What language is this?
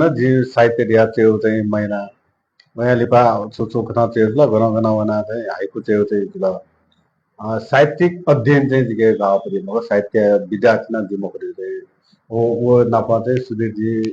Newari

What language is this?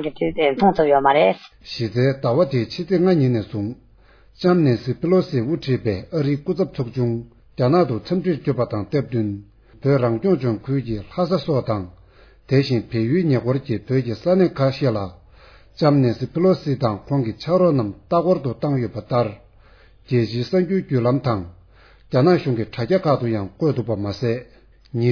Tibetan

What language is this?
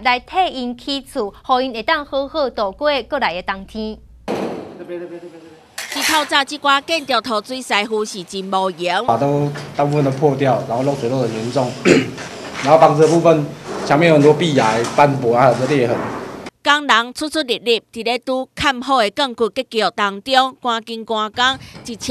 Min Nan Chinese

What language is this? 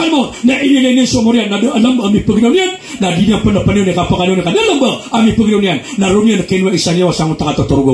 Maranao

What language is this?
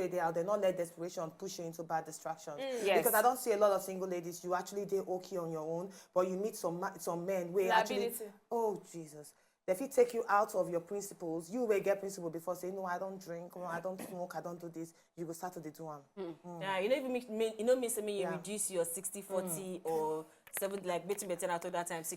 Nigerian Pidgin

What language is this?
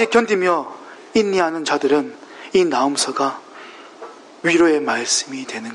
Korean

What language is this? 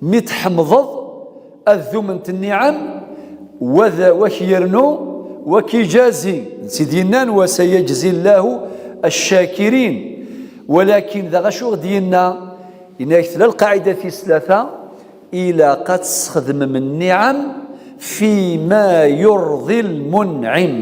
Kabyle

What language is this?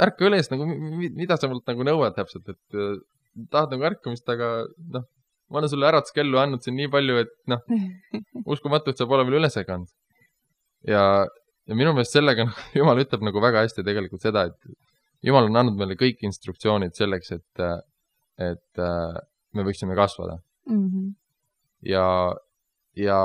Estonian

